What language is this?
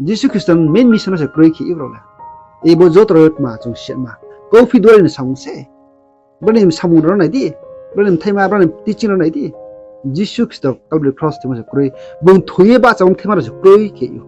Riang (India)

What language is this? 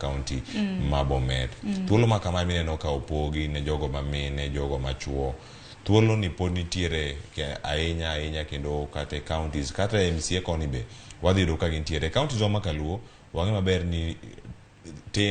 Luo (Kenya and Tanzania)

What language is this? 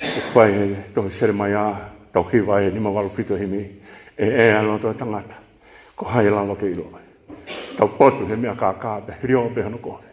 Tongan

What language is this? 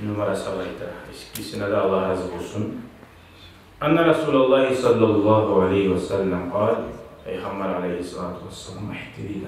Kumyk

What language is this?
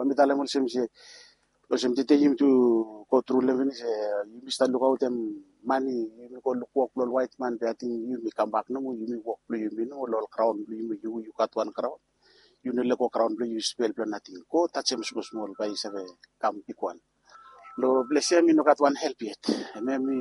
Bislama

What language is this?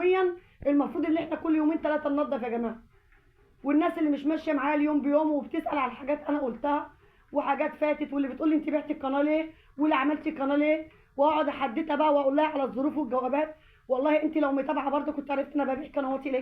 Egyptian Arabic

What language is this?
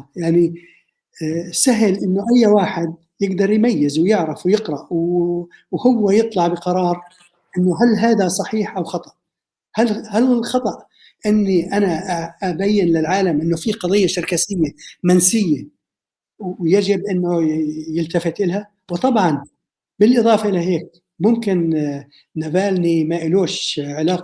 North Levantine Arabic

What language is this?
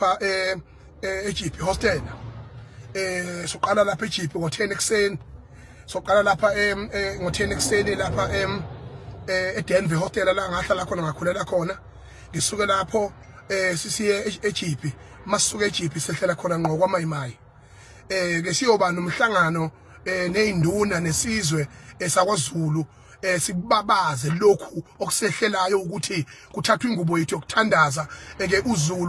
Zulu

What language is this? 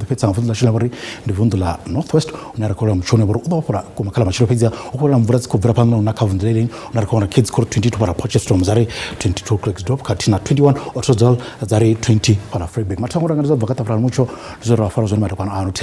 Venda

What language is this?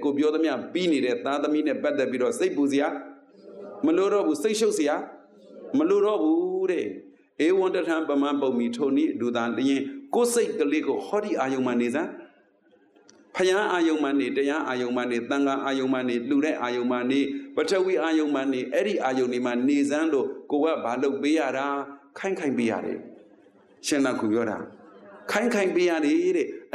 Burmese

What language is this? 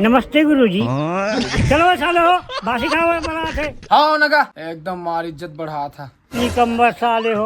Chhattisgarhi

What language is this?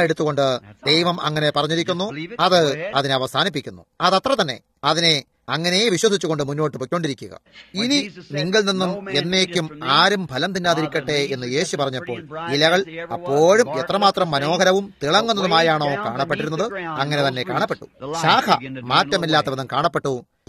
Malayalam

